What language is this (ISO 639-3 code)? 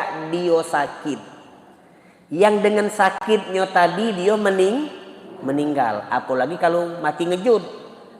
mui